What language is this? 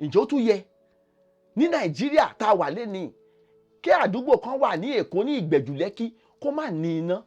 Yoruba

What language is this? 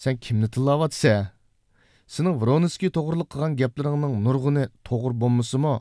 Uyghur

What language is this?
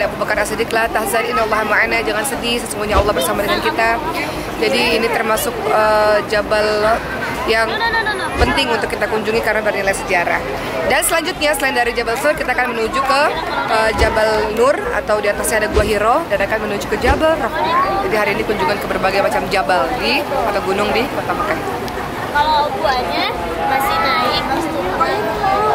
Indonesian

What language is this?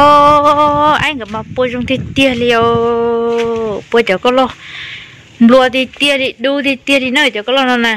Hmong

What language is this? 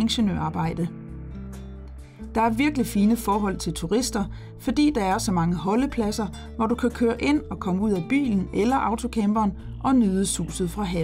Danish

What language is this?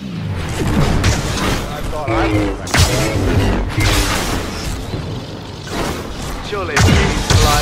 English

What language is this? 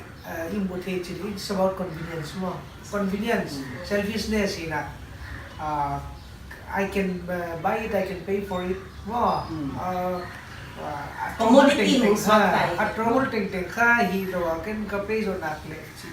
Paite Chin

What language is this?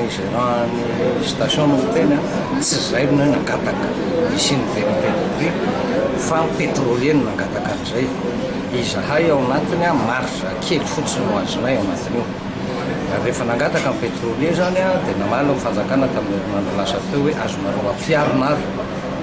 Malagasy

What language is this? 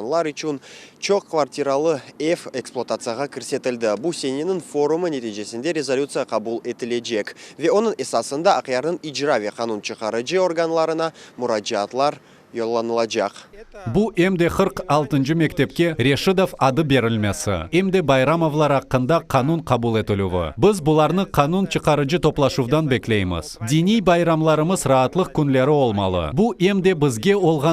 Crimean Tatar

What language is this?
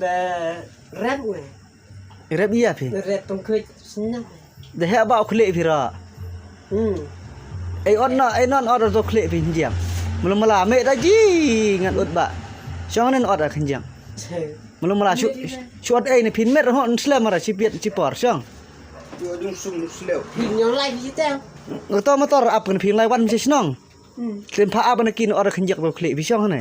Khasi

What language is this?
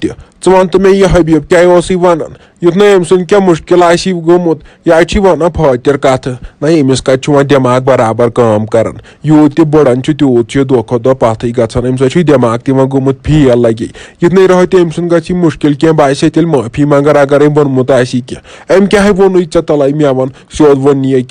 Kashmiri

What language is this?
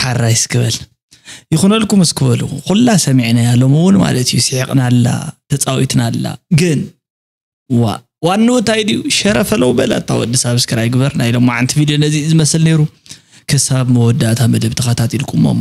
Tigrinya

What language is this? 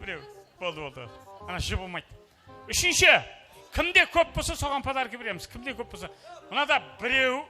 Kara-Kalpak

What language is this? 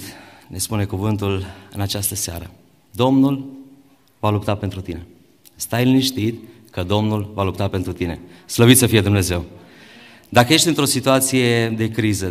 Romanian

